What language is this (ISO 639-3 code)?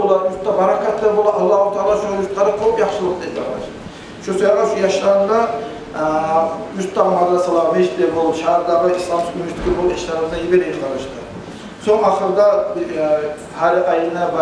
kum